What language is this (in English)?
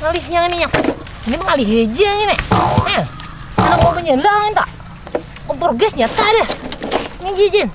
Banjar